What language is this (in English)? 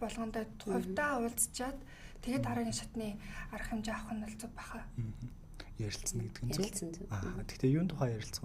Mongolian